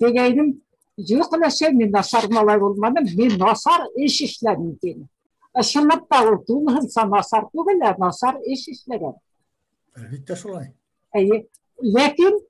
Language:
Bashkir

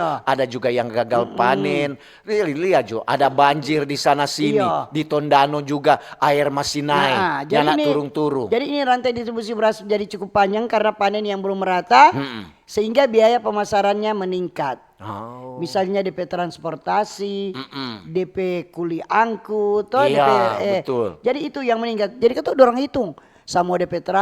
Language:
Manado Malay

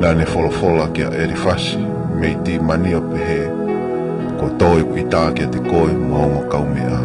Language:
Tongan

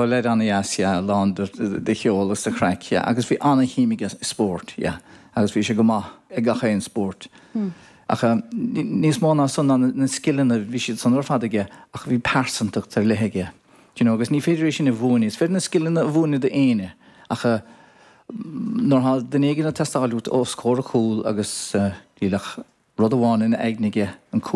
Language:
Irish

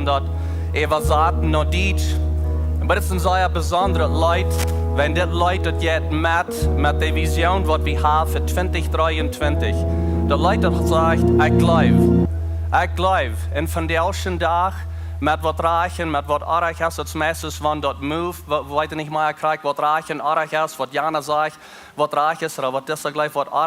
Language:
Plautdietsch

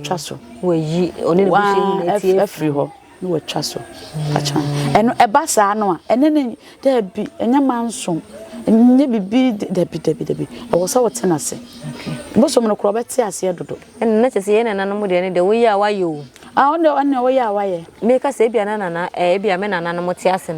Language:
Akan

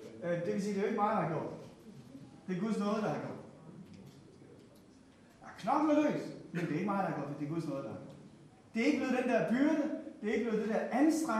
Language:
Danish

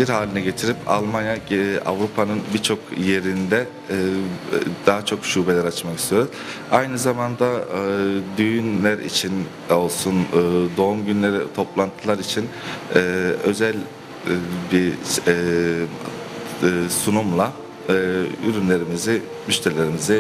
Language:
Turkish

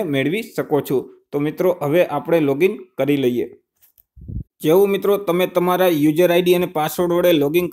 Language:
Gujarati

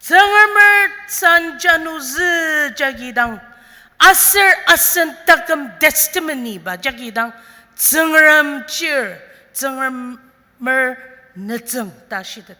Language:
Ao Naga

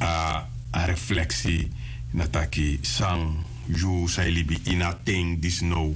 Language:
Sranan Tongo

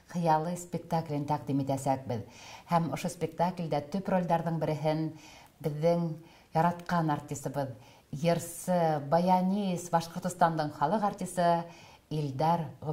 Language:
Bashkir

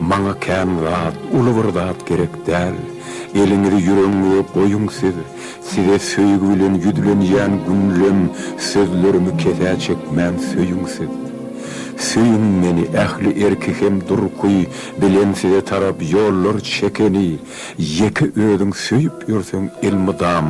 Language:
Turkmen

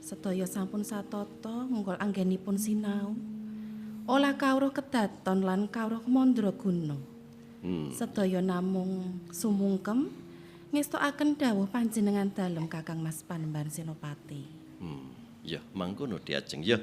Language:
Javanese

